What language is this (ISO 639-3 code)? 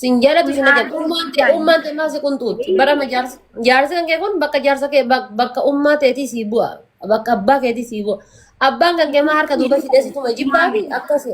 orm